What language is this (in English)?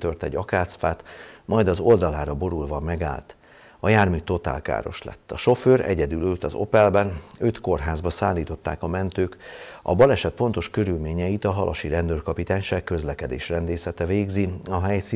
Hungarian